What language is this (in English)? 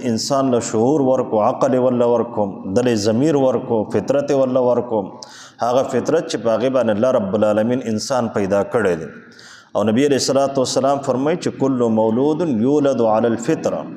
Pashto